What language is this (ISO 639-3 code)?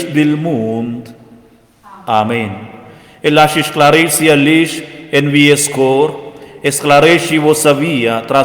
roh